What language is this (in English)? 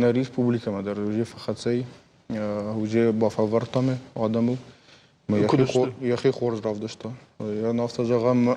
Ossetic